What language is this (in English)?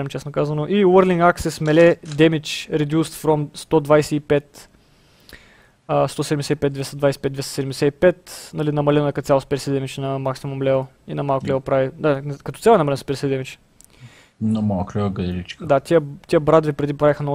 Bulgarian